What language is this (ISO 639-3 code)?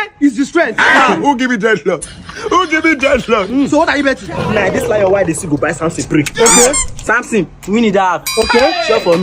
pcm